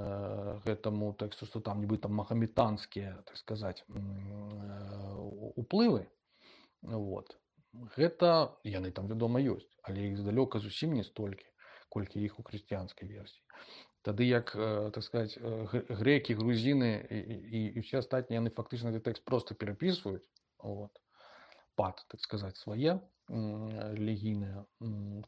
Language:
Belarusian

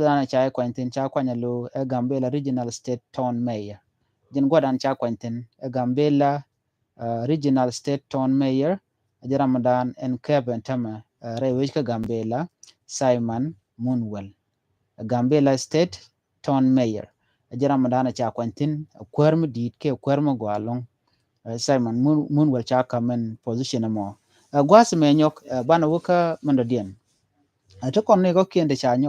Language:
Nuer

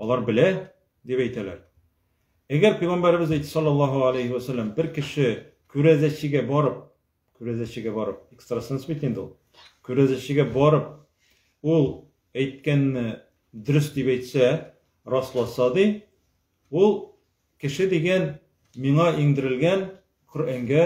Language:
Tatar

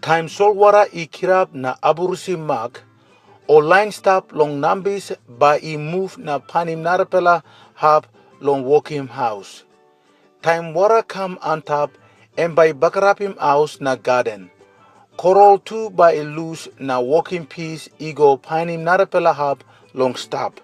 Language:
Tok Pisin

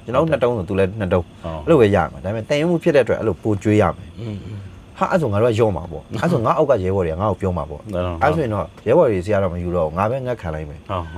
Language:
Burmese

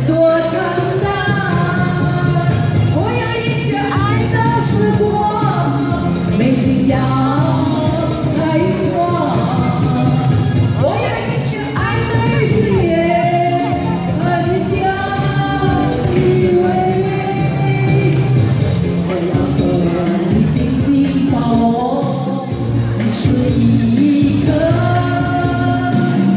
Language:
Chinese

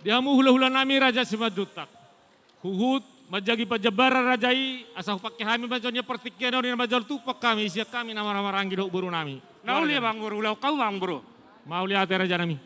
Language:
Batak Toba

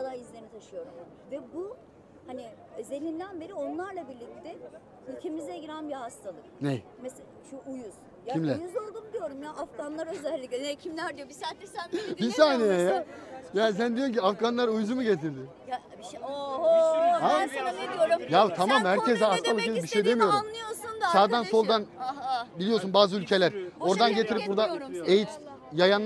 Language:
Turkish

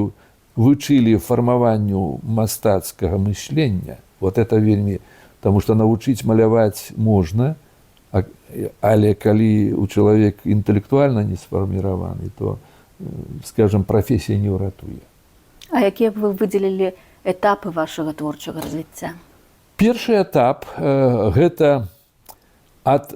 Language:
Belarusian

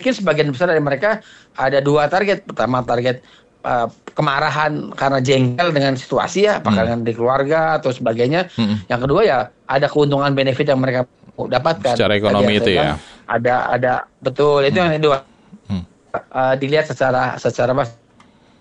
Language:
Indonesian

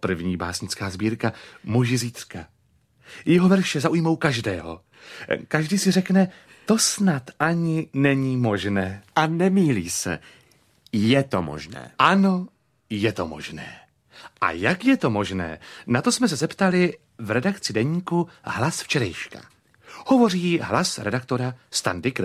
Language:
Czech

